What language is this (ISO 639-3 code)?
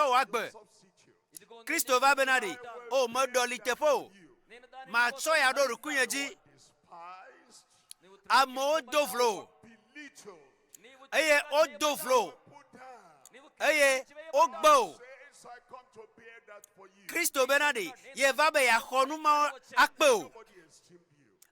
ewe